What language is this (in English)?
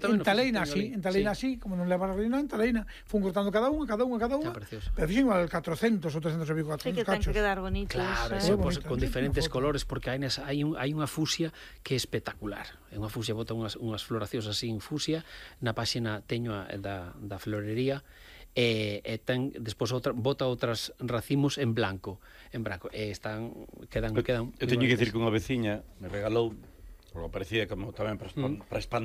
Galician